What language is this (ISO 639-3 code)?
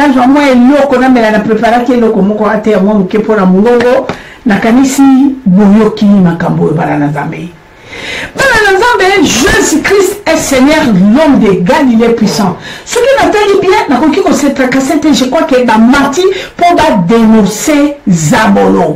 lin